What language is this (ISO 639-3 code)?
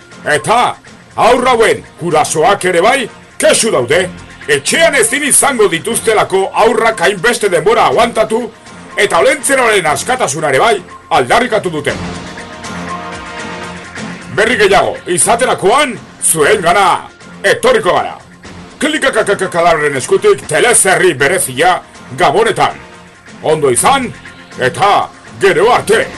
eus